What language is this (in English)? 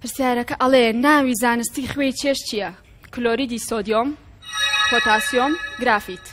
Central Kurdish